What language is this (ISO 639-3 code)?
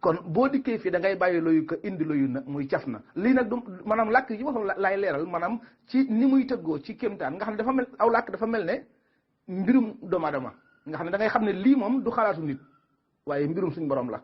wol